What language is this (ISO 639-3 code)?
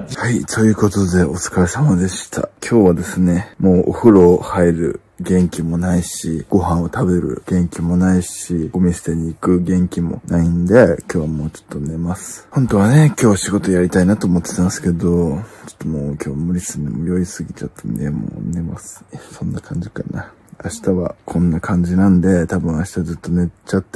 jpn